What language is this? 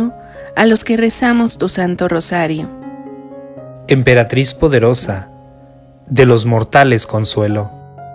Spanish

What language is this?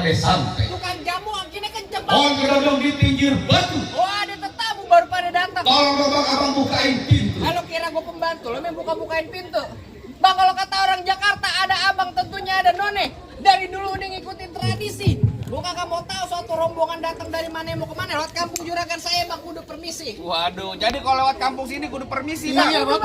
Betawi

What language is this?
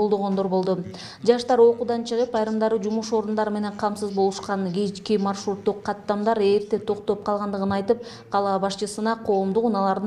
Kyrgyz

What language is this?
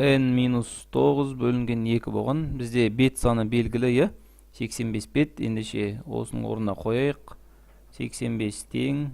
Kazakh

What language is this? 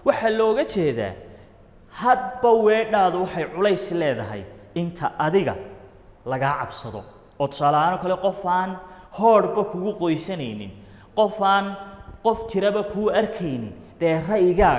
Somali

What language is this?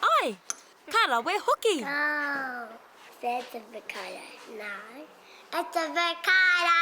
Māori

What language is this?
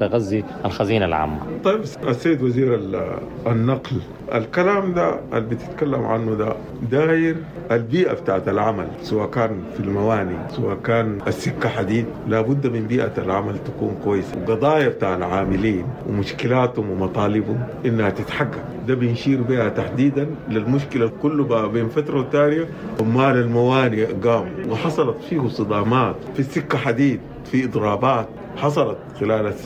Sudanese Arabic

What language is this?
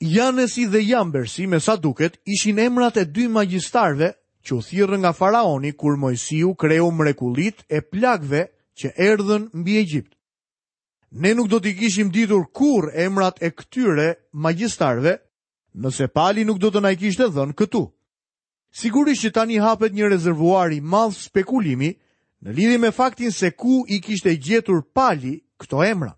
Albanian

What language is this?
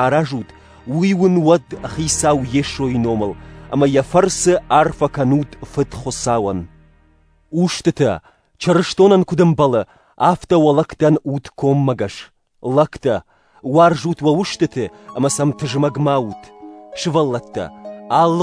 Ossetic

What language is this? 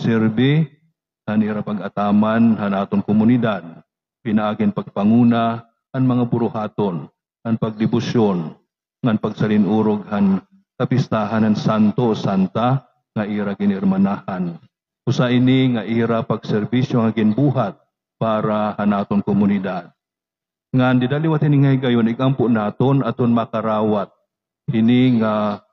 Waray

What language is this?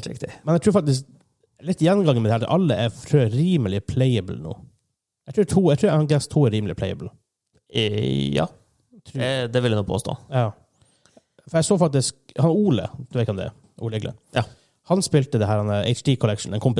Norwegian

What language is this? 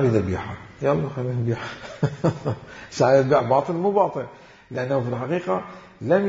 Mesopotamian Arabic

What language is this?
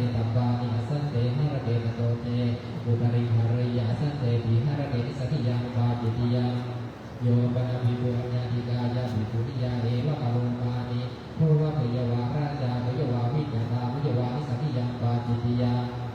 Pali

